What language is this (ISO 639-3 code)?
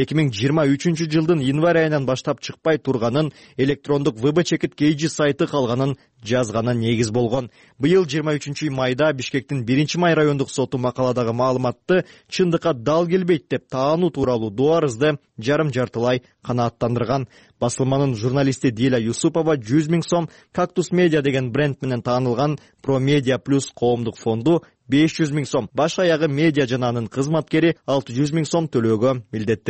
kir